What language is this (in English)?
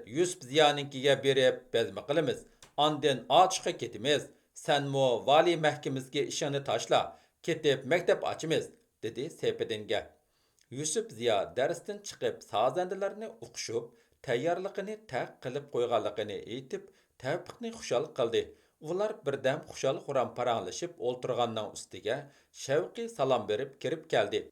Uyghur